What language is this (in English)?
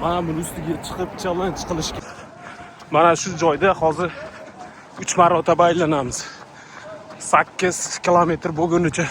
Uzbek